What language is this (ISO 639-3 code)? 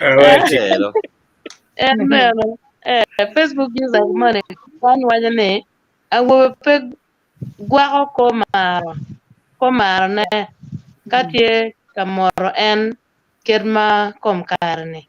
ach